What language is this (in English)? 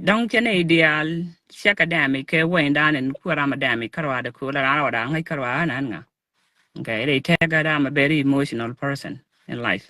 Nuer